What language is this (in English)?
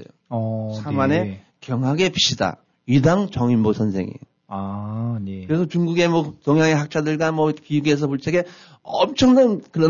Korean